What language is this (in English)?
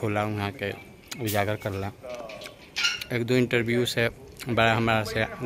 Bhojpuri